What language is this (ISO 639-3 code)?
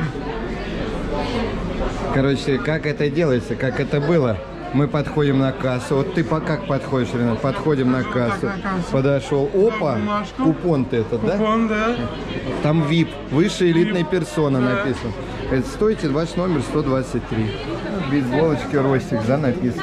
rus